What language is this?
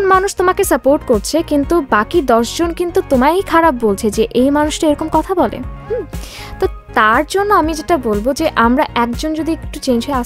Bangla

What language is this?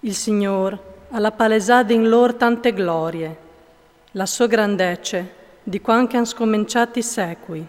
Friulian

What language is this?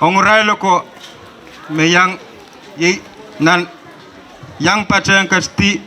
Pohnpeian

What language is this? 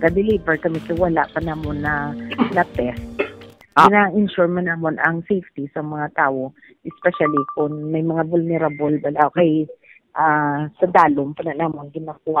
Hiligaynon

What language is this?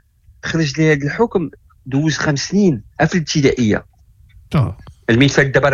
Moroccan Arabic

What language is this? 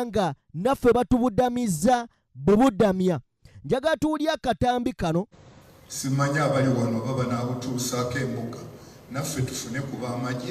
Ganda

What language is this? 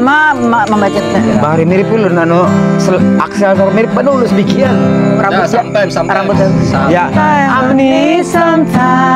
Banjar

